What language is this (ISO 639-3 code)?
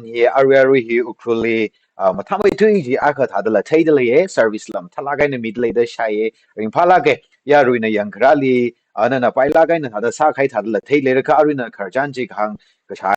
nmf